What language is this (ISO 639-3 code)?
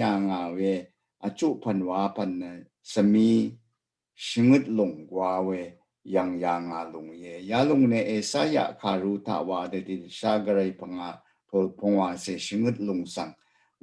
raw